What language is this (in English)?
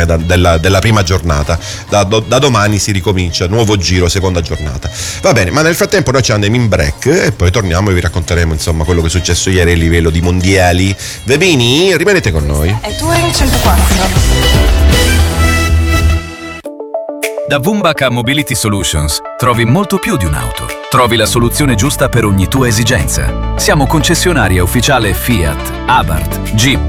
Italian